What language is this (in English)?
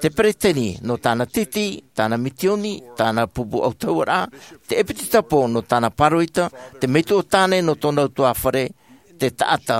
Tahitian